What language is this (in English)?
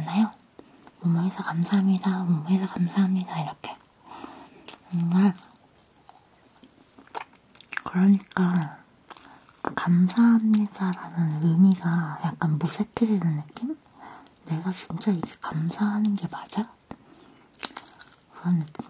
Korean